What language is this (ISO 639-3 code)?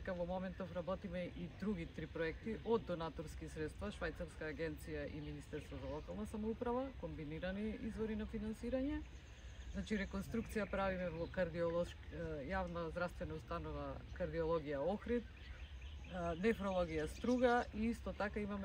mkd